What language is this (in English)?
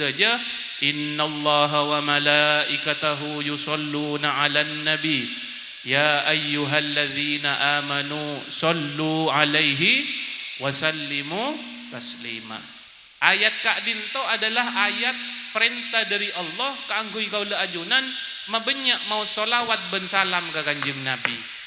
Madurese